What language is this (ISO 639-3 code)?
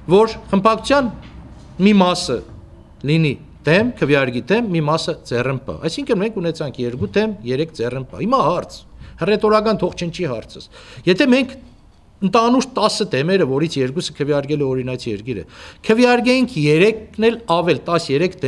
hye